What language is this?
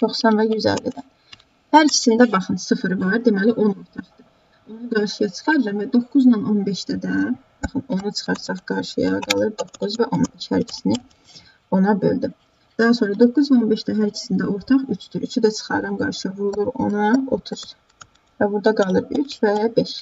Azerbaijani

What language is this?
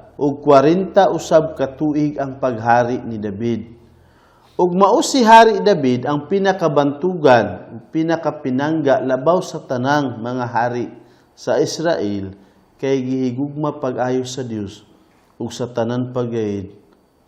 Cebuano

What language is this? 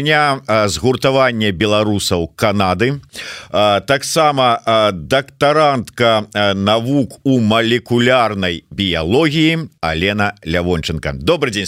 Belarusian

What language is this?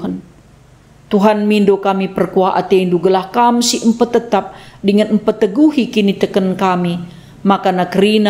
Batak Karo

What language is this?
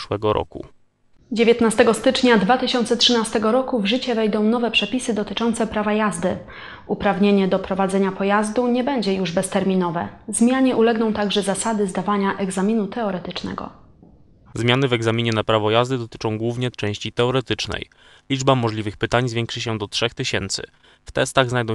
Polish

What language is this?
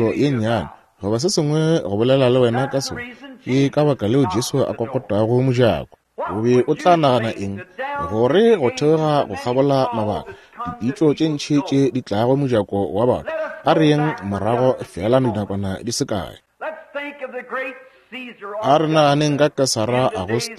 Northern Sotho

